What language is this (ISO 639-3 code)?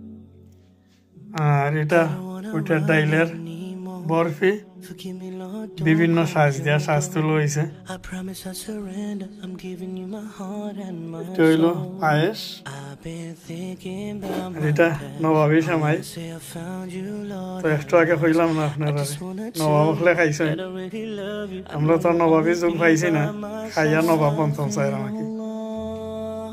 ben